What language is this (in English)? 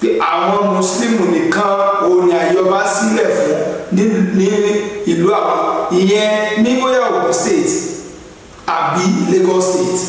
Yoruba